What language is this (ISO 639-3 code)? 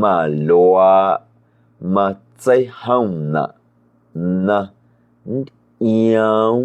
amu